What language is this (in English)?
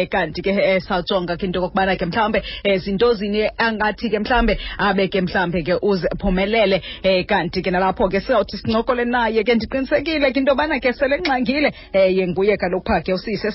Xhosa